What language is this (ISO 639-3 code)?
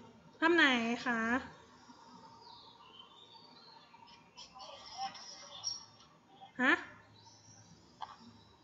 tha